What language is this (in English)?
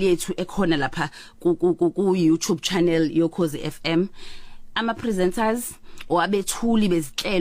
Zulu